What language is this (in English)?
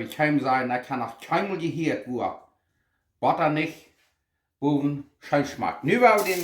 Plautdietsch